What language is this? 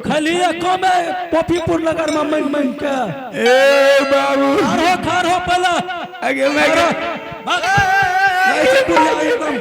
Angika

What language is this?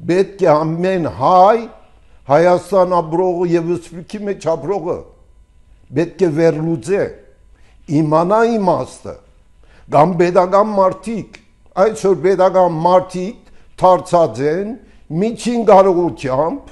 Armenian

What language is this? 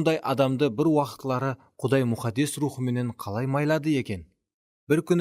Kara-Kalpak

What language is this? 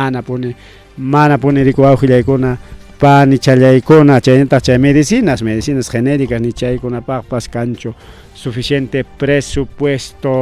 Ayacucho Quechua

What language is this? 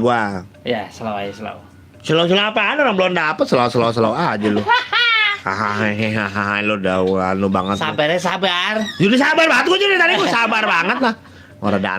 Betawi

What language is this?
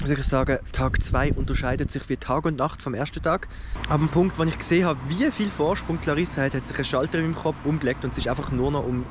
Swiss German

